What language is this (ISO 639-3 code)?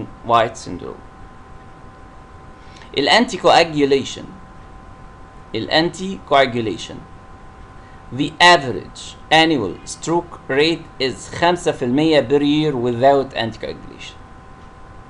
arz